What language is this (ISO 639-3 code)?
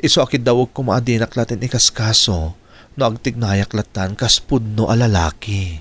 ilo